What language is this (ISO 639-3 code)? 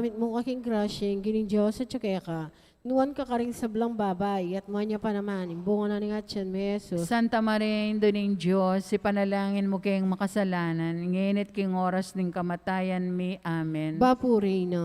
pam